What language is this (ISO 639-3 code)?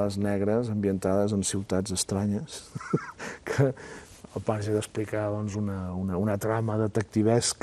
cat